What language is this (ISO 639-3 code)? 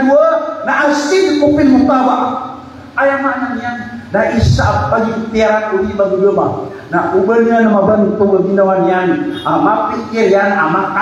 mrw